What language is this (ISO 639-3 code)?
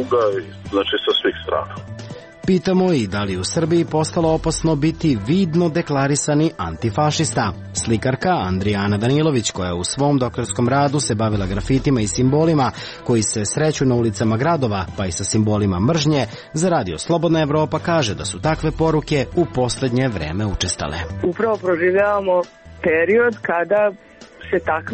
srp